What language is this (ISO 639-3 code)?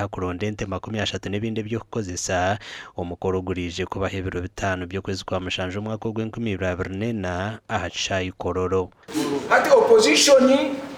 nyn